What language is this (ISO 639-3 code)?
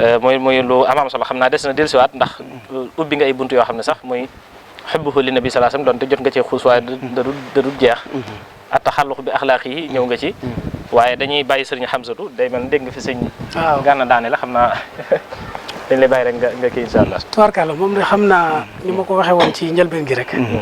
wol